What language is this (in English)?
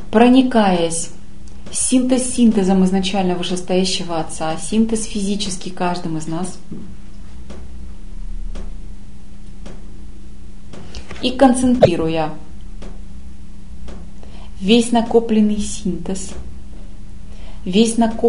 Russian